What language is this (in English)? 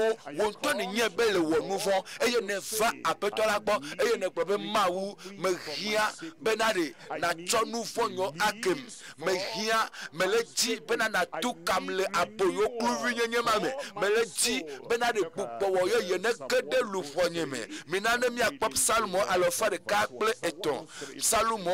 Ewe